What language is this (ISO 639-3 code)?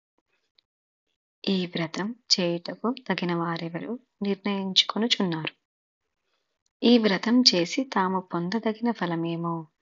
tel